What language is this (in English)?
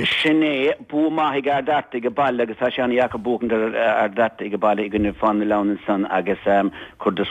Irish